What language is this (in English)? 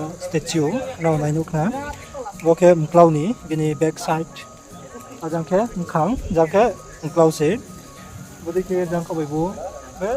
Riang (India)